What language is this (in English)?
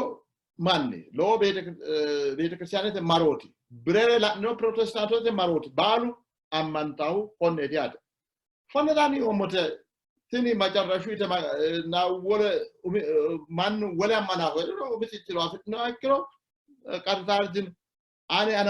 Sidamo